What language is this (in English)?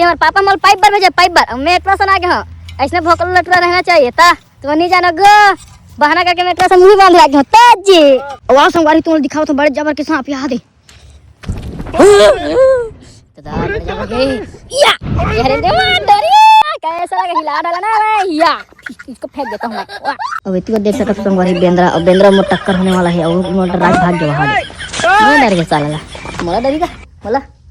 Chhattisgarhi